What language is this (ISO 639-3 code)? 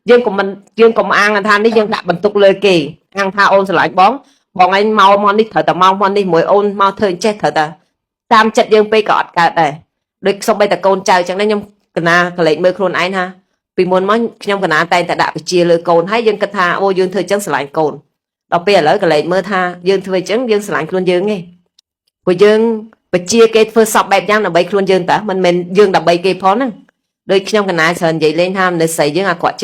khm